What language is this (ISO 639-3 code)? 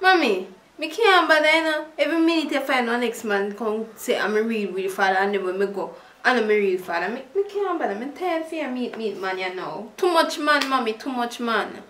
jam